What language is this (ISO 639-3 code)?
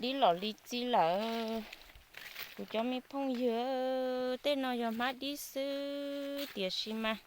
hmn